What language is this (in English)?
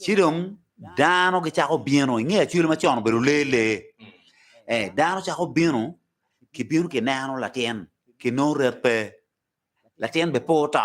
Acoli